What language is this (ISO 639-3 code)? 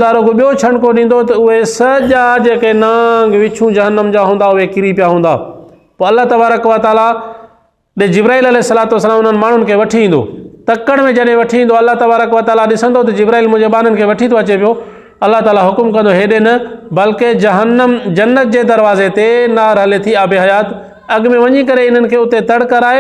snd